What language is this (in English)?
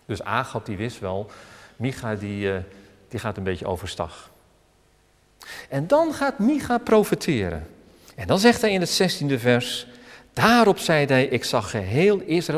Dutch